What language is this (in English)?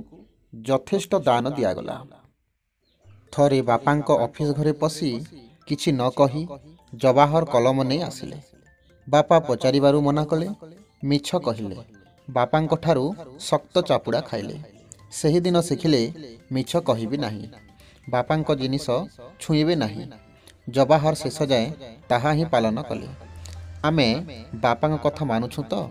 Odia